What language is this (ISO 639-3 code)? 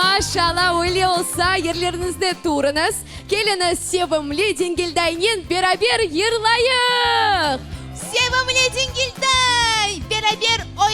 crh